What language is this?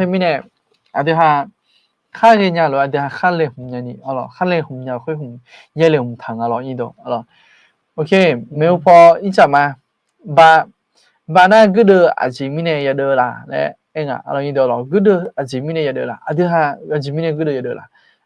Akha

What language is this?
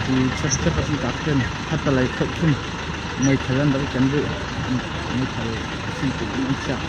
Hakha Chin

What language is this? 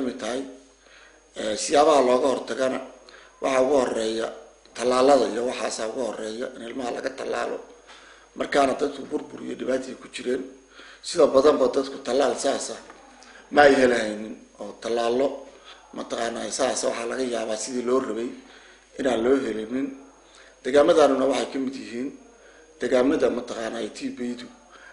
Somali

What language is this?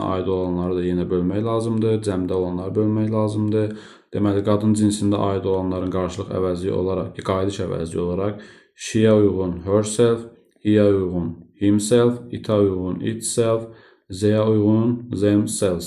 Azerbaijani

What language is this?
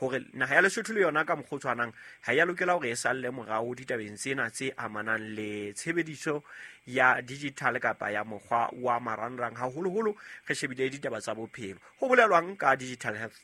Southern Sotho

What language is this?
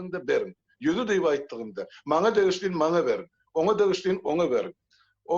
Turkmen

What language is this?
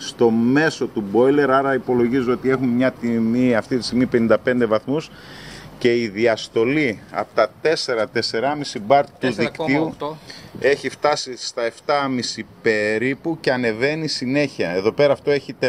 Greek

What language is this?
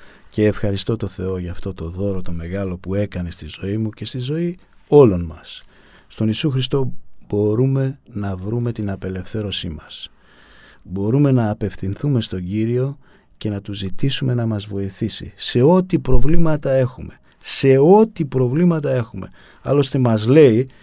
Greek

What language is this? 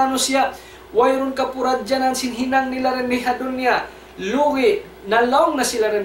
Tausug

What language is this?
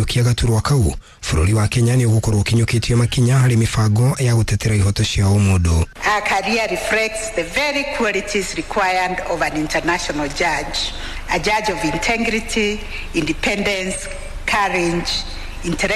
Kikuyu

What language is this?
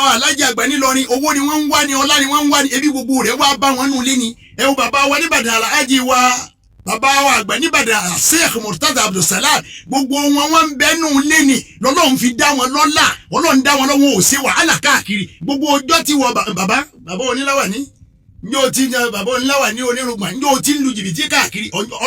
Yoruba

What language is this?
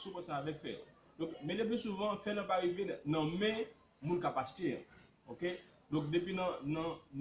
Haitian Creole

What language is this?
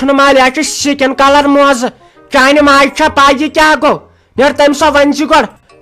Kashmiri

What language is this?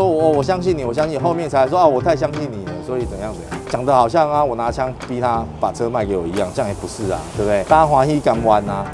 Chinese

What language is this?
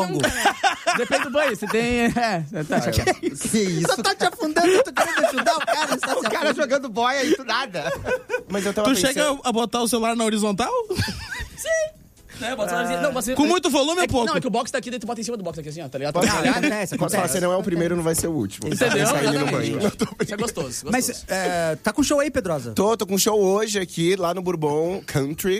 Portuguese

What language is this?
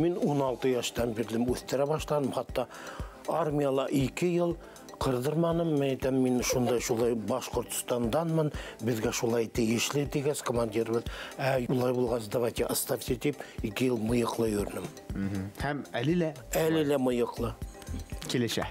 Bashkir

